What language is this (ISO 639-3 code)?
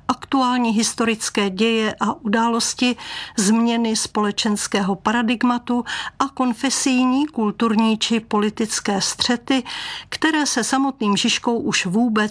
ces